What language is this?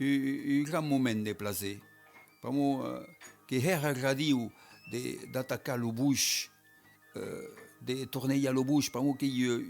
Occitan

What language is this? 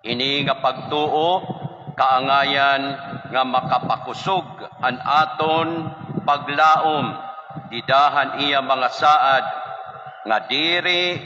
Waray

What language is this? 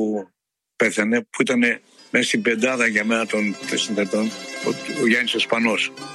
Greek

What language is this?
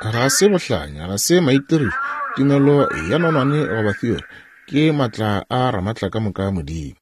Northern Sotho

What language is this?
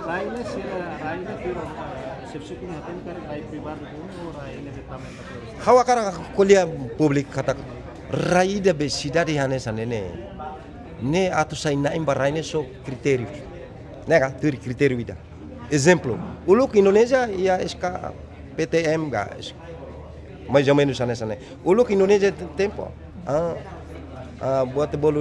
Tetum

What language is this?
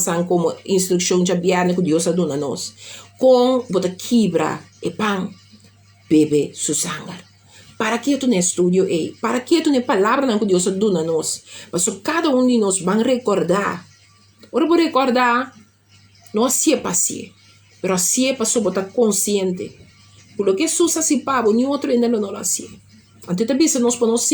Papiamento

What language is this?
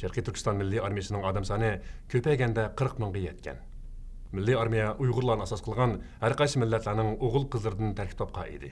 Uyghur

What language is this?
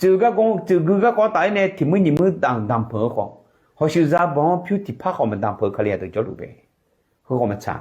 Akha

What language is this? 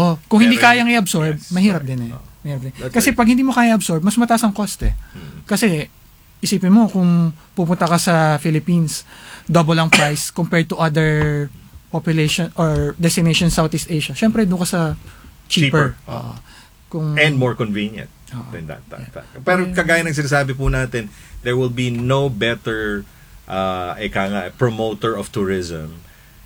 Filipino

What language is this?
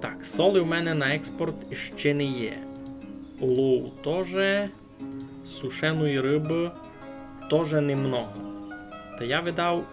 Rusyn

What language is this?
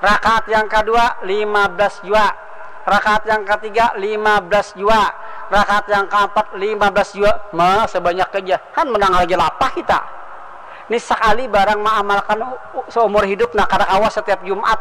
Banjar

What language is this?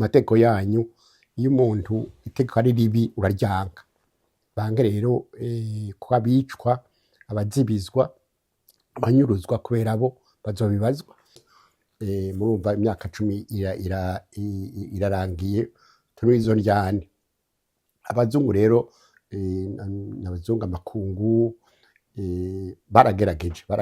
Rundi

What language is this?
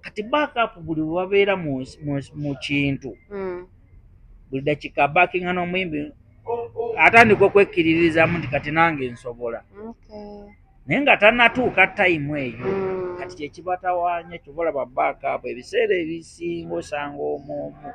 Ganda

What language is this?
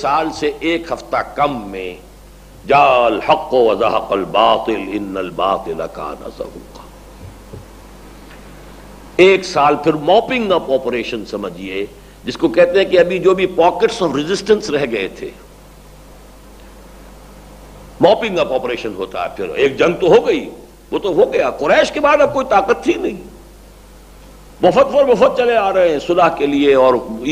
Urdu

